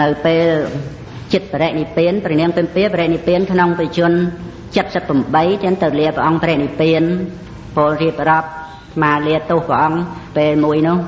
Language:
Khmer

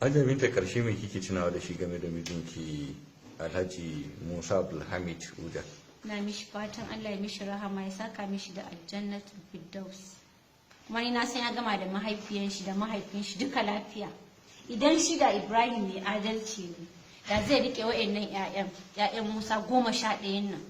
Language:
Hausa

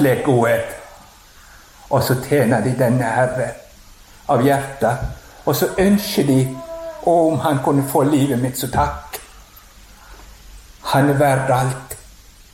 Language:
Norwegian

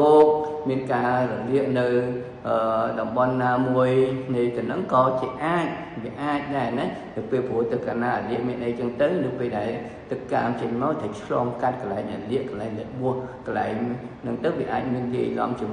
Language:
Khmer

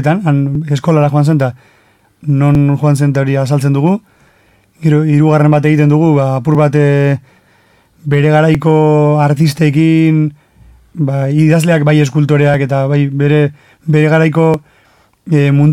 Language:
Basque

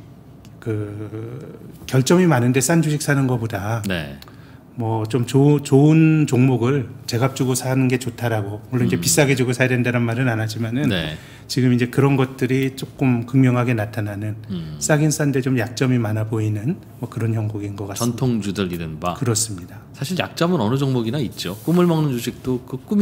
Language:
Korean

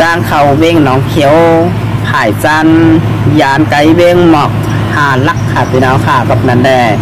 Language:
Shan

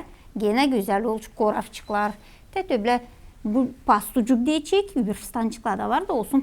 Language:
Gagauz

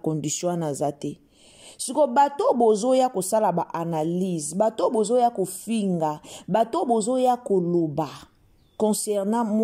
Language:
Lingala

